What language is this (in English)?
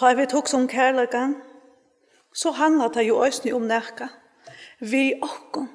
Faroese